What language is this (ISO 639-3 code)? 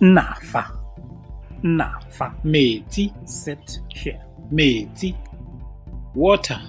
tsn